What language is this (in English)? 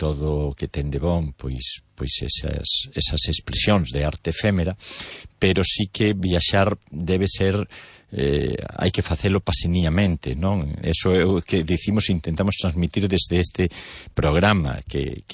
Galician